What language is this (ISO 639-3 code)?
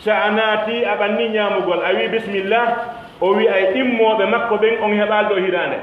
fuf